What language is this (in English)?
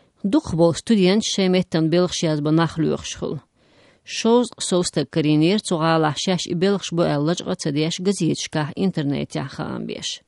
Chechen